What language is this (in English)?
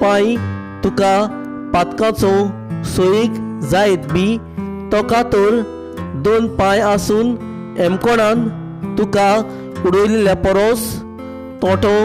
Konkani